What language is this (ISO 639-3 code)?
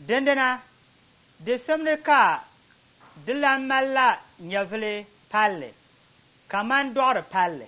dag